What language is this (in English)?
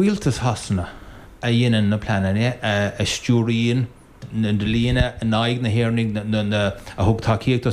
Irish